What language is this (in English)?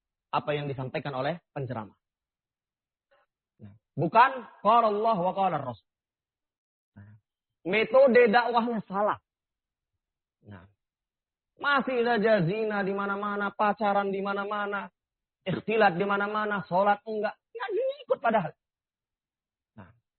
Indonesian